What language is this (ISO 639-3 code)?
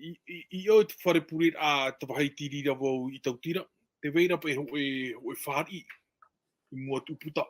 tah